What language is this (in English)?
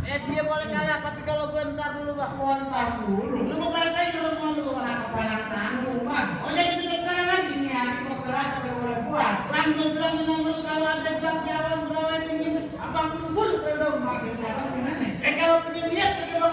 Betawi